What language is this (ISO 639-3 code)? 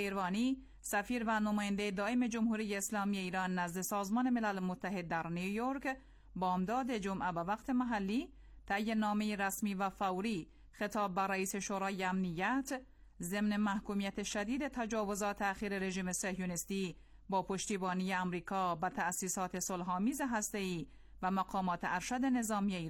fas